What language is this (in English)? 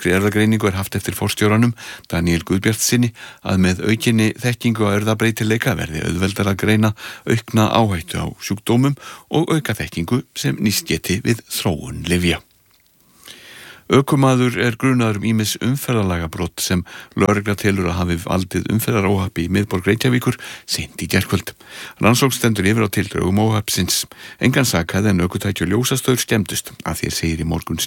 Icelandic